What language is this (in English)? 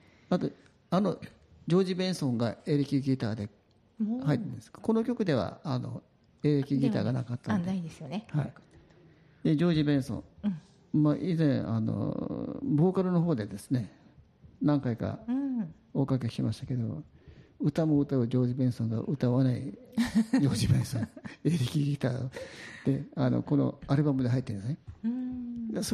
Japanese